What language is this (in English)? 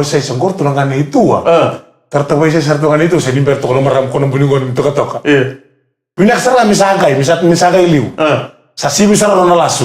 Fijian